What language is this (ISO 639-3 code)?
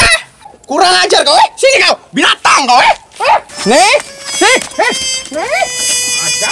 mui